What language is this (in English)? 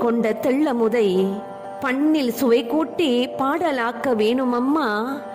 Tamil